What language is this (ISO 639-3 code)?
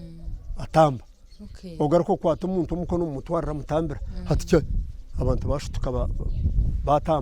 nyn